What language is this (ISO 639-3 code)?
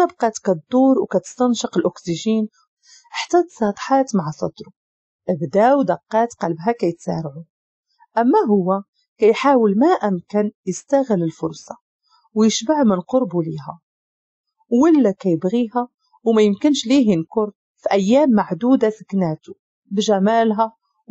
ary